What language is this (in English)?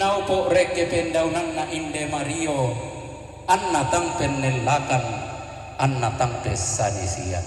Toraja-Sa'dan